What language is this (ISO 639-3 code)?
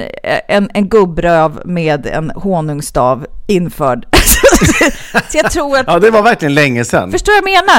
swe